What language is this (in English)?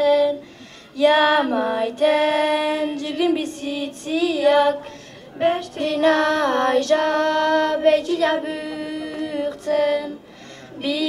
Basque